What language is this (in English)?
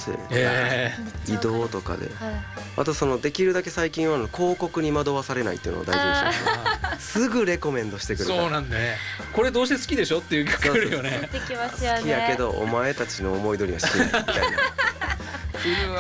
Japanese